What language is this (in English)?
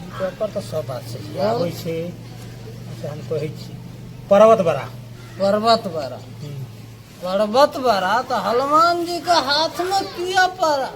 Maithili